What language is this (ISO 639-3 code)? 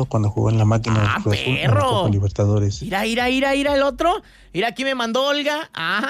spa